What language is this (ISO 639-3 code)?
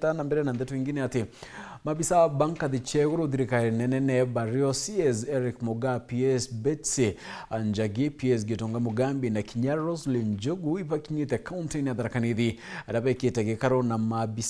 mer